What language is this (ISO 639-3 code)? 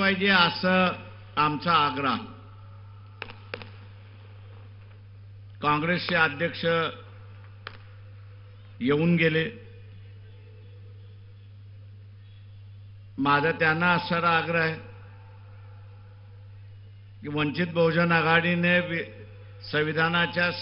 mar